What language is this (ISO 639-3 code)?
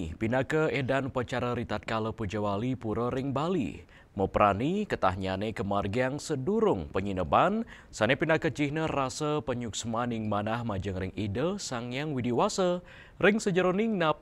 ban